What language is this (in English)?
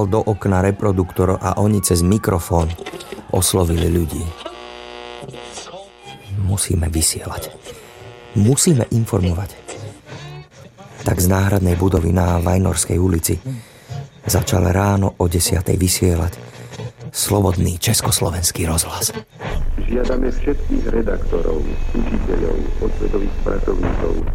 Slovak